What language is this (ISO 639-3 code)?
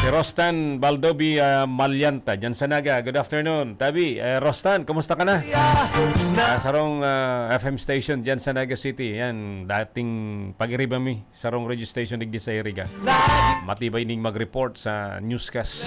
bik